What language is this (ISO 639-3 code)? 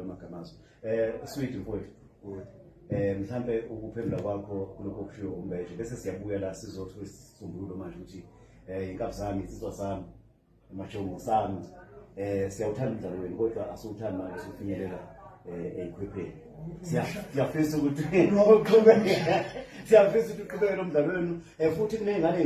zul